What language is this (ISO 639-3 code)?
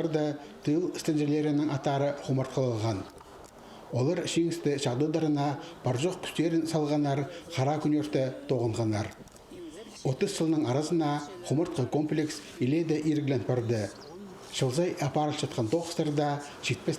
kjh